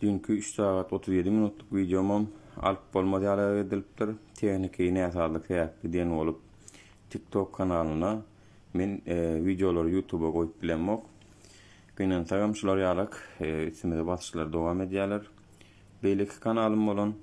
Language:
Turkmen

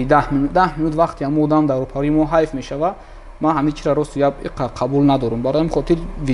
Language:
Tajik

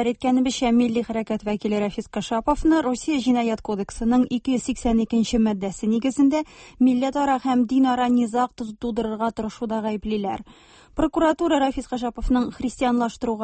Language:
Tatar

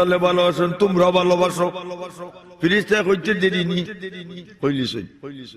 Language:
Sylheti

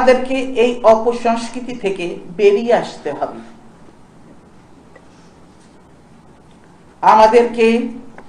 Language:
Bangla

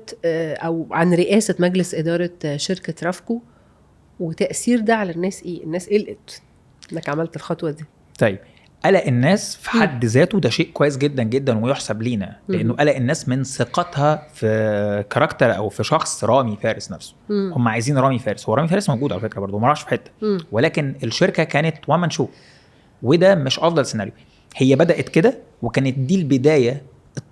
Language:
Egyptian Arabic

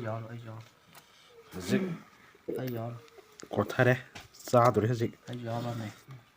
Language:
Manipuri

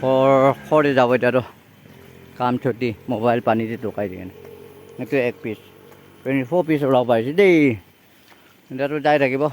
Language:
Naga Pidgin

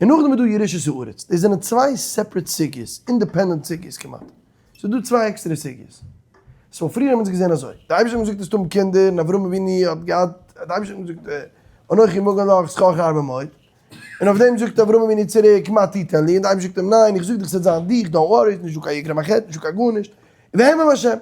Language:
Yiddish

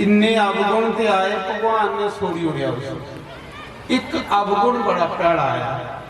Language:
Dogri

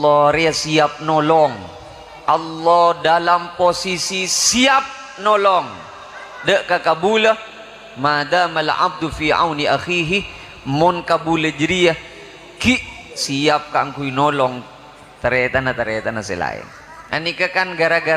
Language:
Madurese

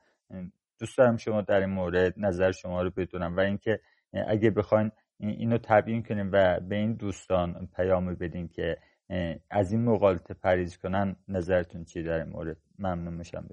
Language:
Persian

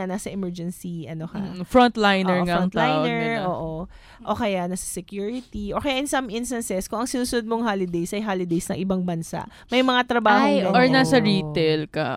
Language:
Filipino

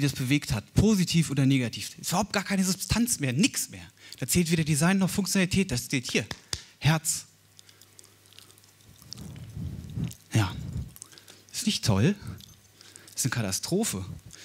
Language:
German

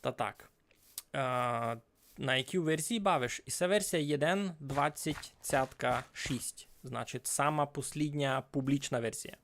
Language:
Rusyn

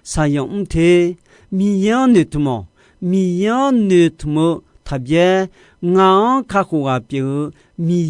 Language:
Akha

